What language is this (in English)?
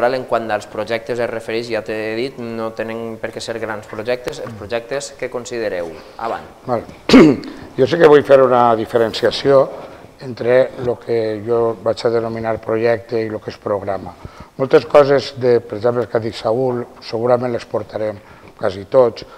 Catalan